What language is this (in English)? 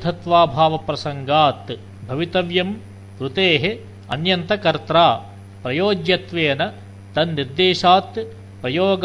Sanskrit